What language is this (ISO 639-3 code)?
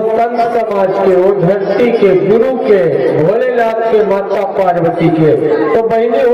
hne